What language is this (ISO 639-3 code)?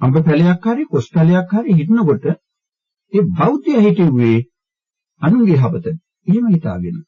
sin